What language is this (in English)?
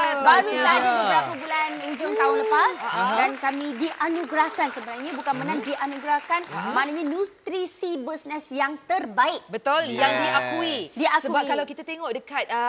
Malay